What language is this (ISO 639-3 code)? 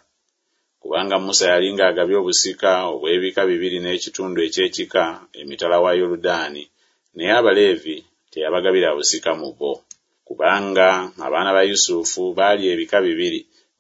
lug